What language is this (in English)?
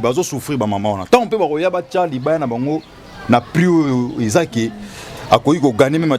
Lingala